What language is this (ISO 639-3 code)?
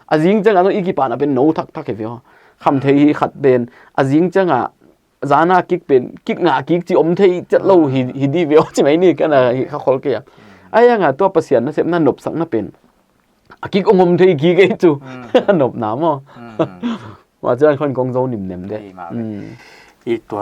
pck